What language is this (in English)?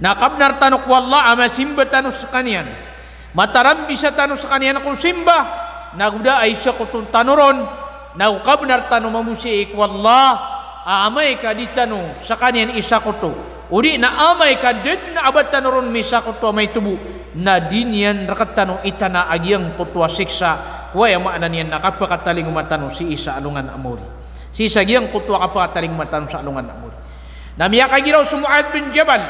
Maranao